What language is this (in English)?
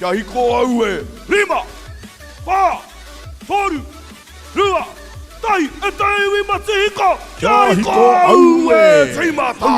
Māori